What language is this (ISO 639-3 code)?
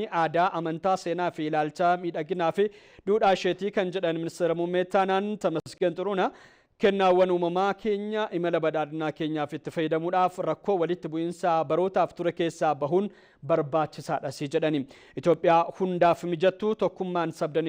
orm